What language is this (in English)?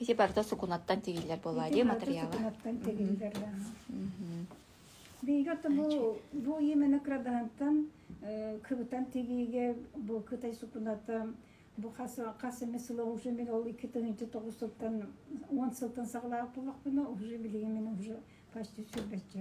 Yakut